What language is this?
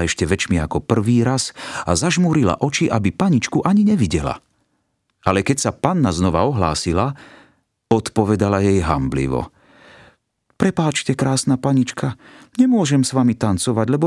Slovak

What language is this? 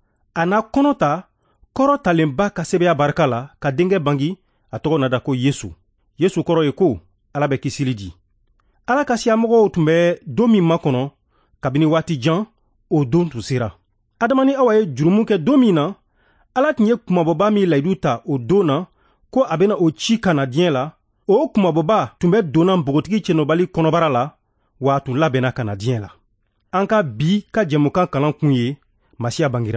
Bambara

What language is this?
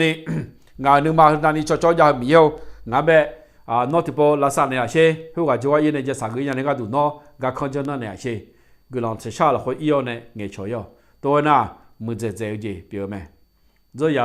Akha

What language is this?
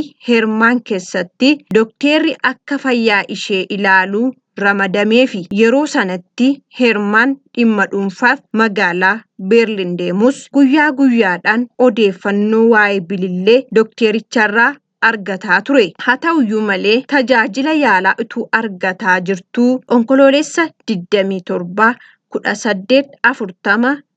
Oromo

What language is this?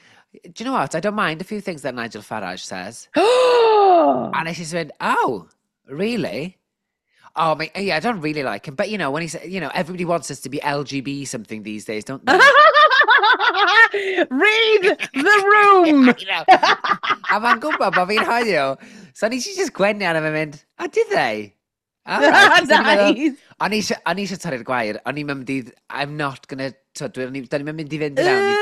Welsh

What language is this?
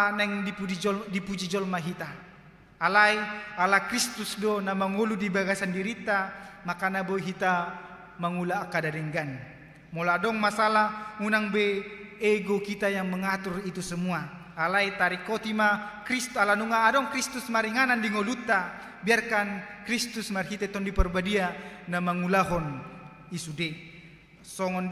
Batak Toba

